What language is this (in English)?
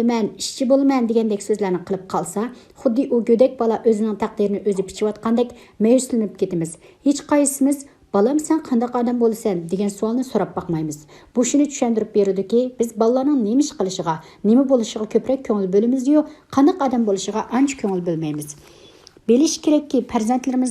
Uyghur